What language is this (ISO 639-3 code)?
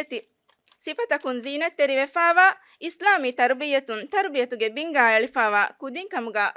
div